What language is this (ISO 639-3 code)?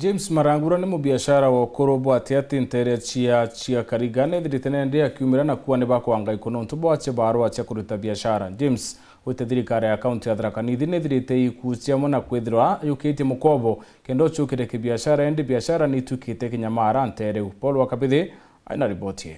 mer